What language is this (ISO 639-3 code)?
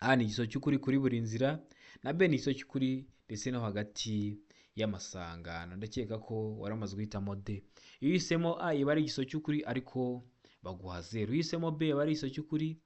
kin